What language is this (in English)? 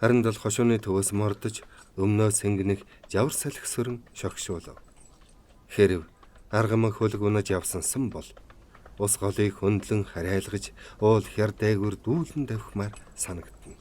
Mongolian